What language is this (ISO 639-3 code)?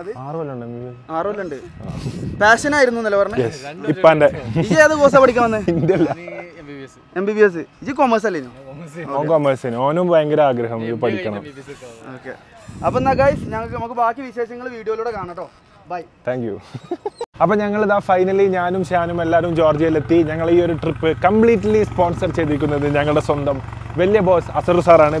mal